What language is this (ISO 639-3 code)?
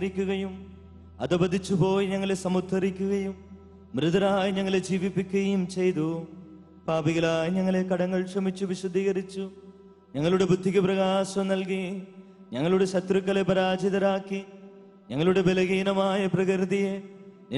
mal